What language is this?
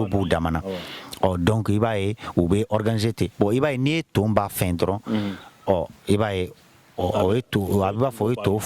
Bambara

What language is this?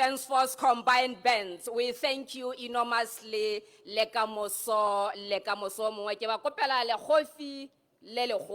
Tswana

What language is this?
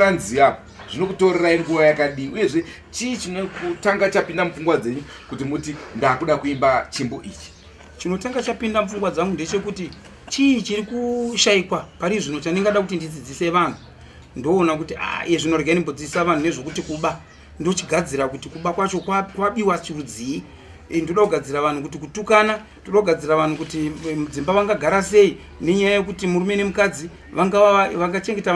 Shona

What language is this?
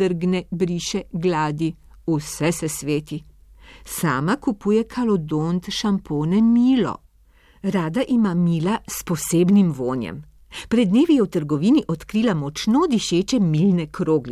Slovenian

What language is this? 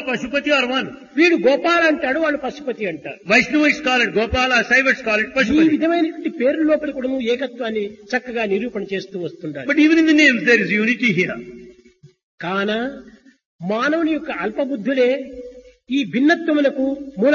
Telugu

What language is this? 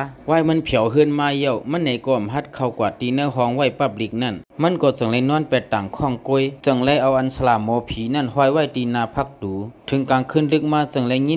Lao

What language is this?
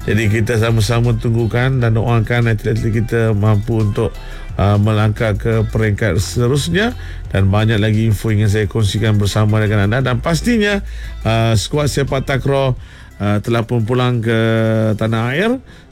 Malay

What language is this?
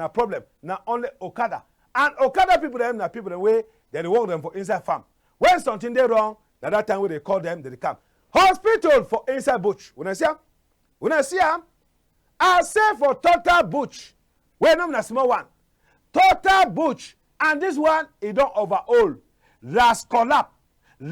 Cameroon Pidgin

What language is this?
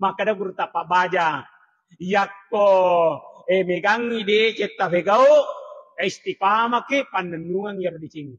Buginese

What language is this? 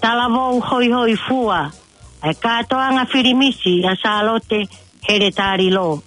Tongan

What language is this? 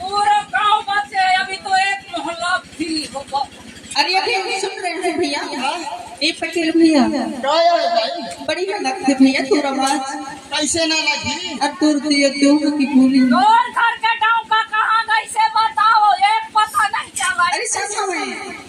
Chhattisgarhi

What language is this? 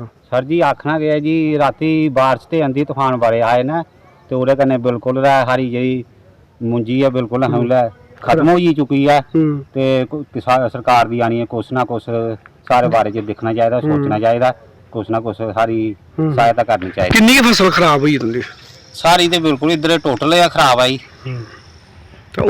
Dogri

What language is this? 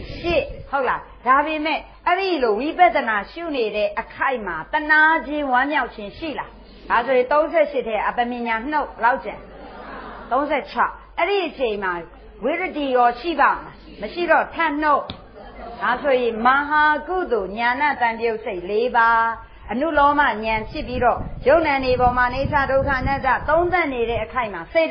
Burmese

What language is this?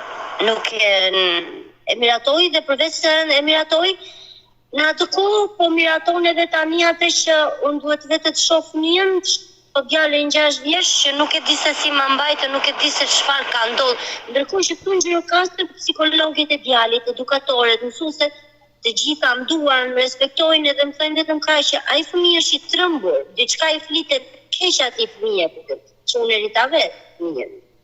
Albanian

